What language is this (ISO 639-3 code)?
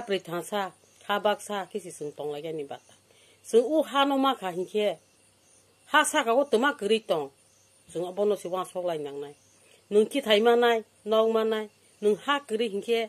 trp